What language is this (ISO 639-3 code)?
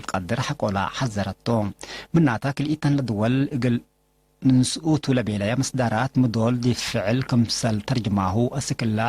tig